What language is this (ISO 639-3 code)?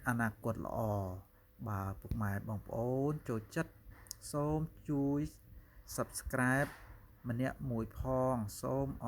khm